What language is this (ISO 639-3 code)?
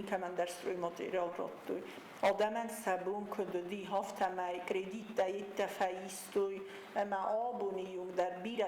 oss